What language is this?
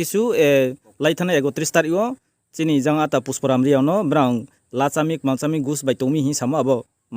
Riang (India)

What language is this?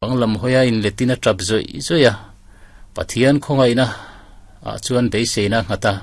Mizo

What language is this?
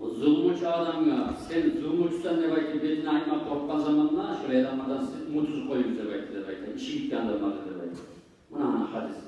Kumyk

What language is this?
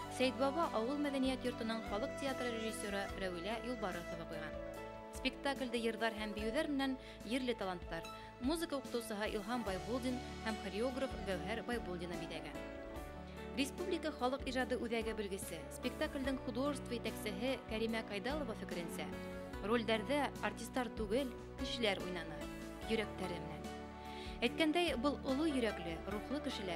Bashkir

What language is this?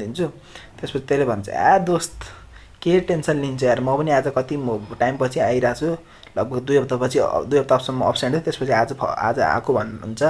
Nepali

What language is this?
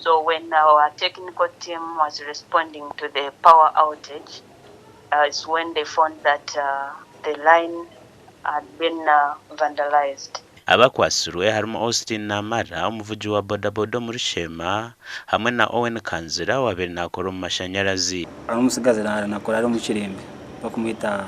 Nyankole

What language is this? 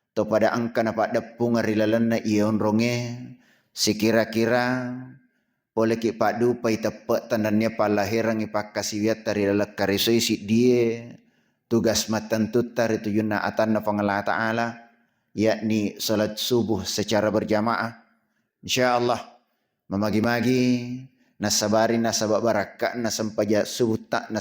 Buginese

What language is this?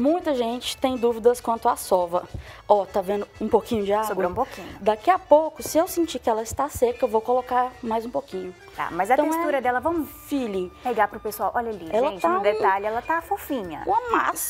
Portuguese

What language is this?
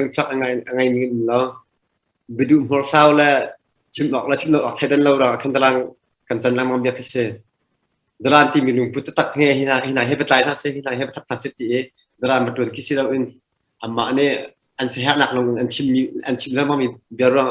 Hakha Chin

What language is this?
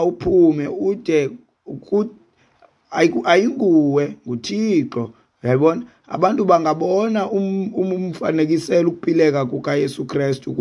Xhosa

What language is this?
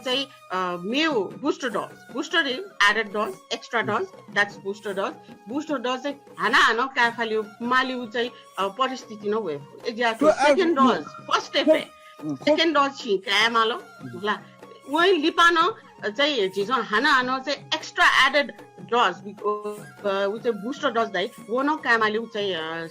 Newari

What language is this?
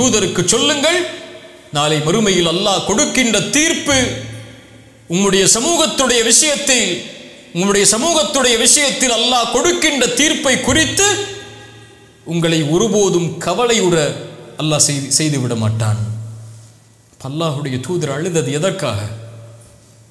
Tamil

